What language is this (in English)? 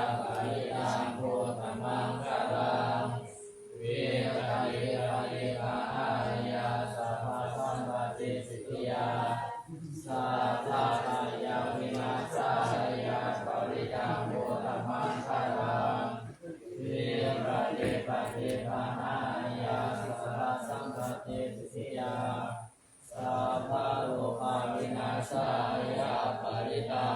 Pali